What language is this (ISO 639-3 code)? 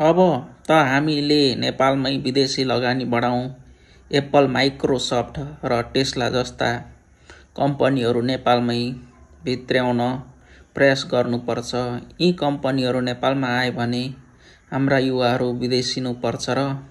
nep